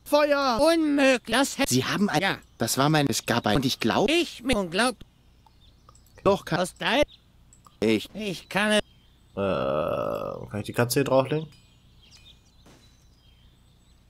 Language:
German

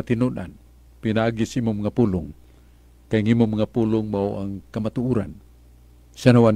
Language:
Cebuano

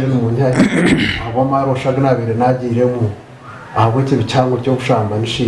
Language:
Nyankole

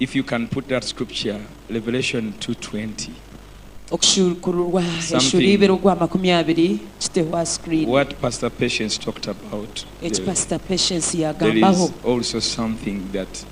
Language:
Nyankole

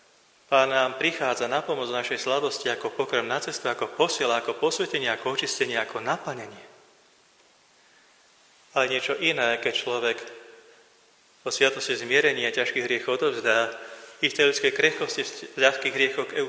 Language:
Slovak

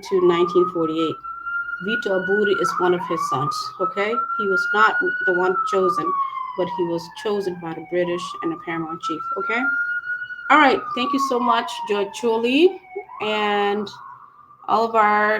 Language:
Acoli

